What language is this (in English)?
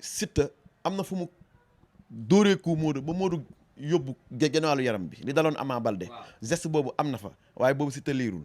Wolof